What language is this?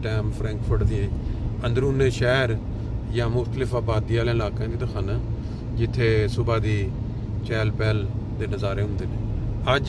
Punjabi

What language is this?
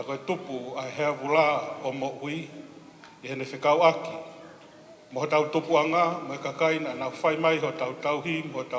Tongan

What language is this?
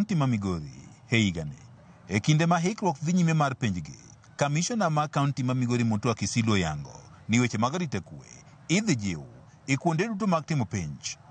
Luo (Kenya and Tanzania)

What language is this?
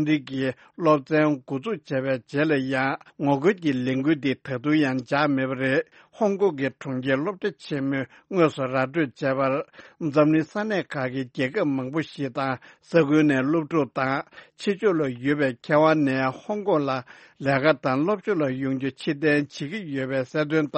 Tibetan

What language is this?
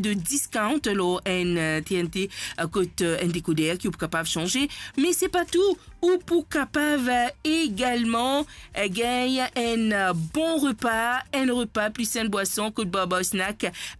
Morisyen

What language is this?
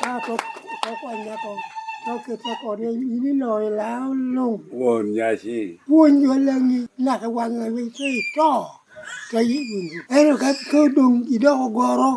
Lango (Uganda)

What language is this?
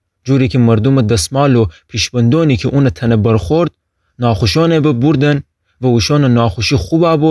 Gilaki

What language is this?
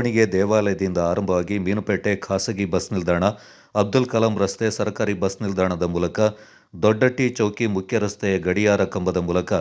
Kannada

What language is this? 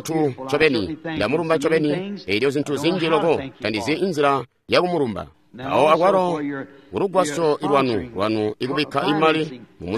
Tonga (Zambia)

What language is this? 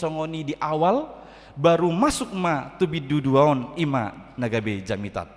Batak Toba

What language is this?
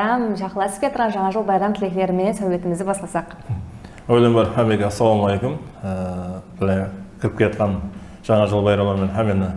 Kara-Kalpak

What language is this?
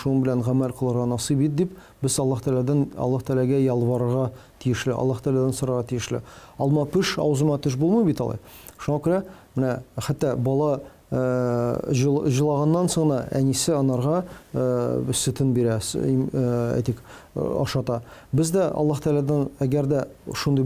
Tatar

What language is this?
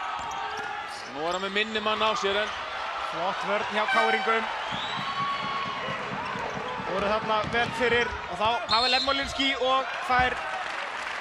Icelandic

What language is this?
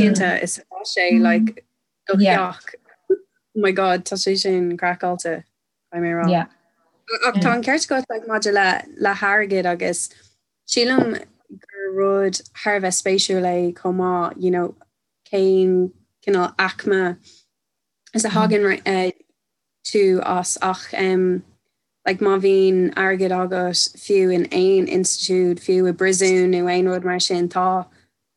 Irish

